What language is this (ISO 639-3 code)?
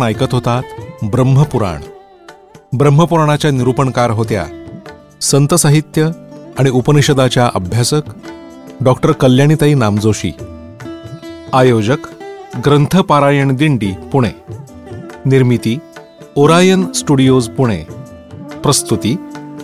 mar